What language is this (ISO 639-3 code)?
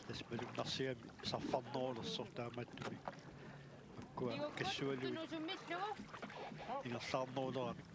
kal